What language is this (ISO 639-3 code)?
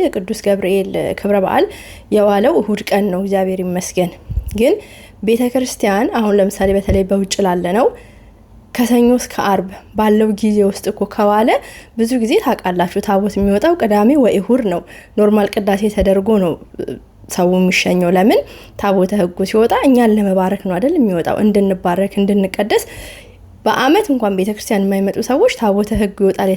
amh